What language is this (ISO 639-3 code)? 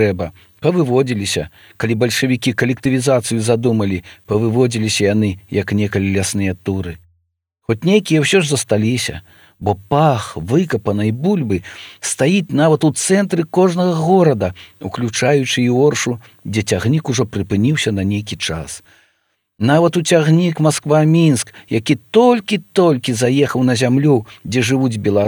bel